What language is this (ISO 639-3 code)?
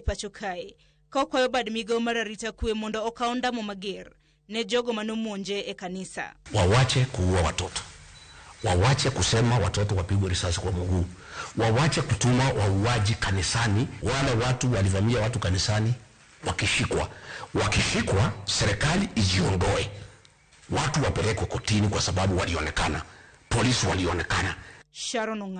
luo